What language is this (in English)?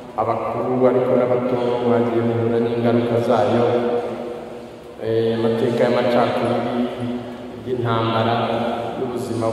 Kinyarwanda